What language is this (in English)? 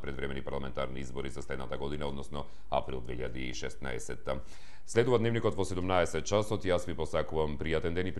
Macedonian